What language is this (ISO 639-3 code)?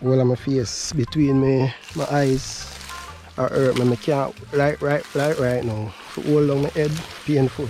jam